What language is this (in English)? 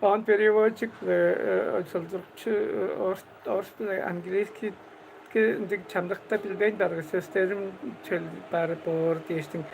Tuvinian